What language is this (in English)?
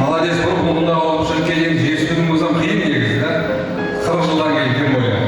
Kara-Kalpak